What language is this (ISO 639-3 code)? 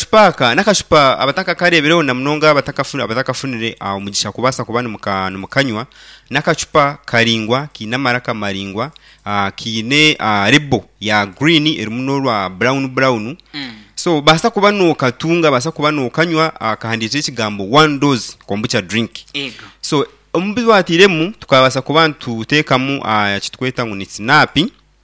nyn